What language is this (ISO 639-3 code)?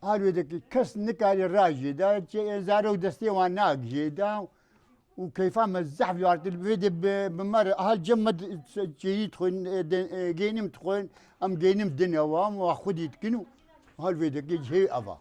kur